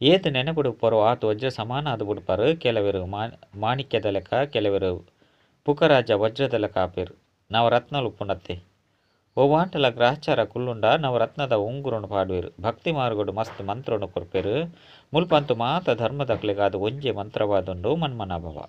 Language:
Tulu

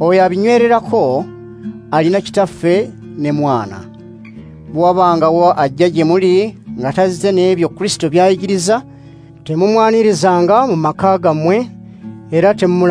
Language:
Ganda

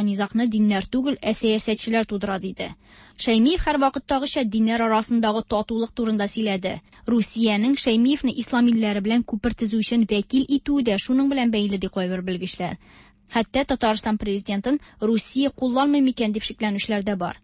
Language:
Tatar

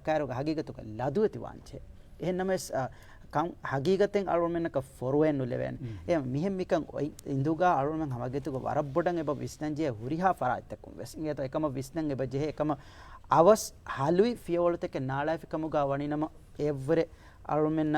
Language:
Divehi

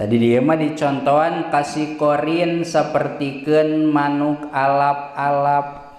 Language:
Sundanese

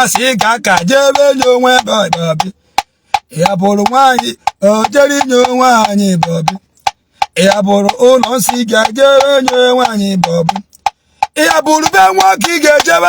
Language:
Igbo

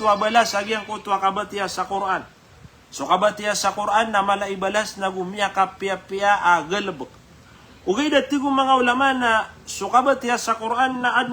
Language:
Maranao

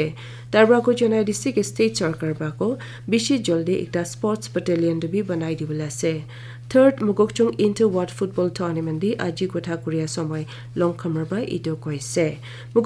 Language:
Naga Pidgin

